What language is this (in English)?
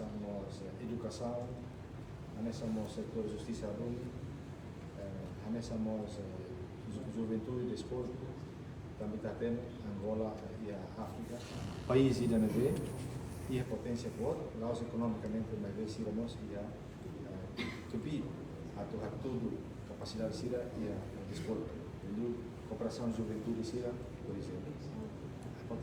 Tetum